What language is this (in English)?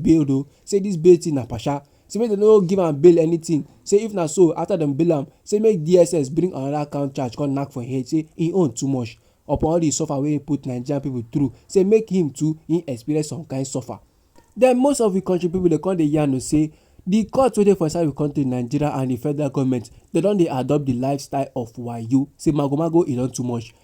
Nigerian Pidgin